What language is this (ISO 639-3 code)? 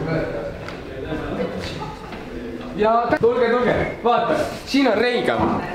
est